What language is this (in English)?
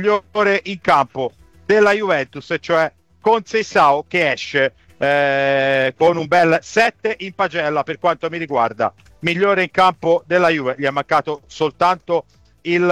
Italian